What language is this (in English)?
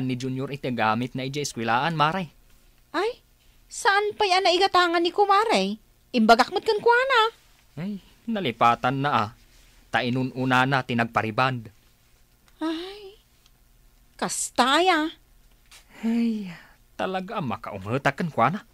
Iloko